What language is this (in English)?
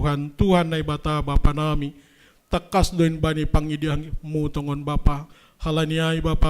Batak Simalungun